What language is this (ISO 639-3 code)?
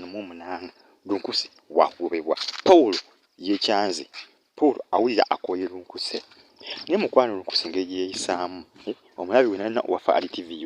lug